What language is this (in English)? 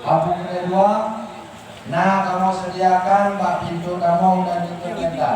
Achinese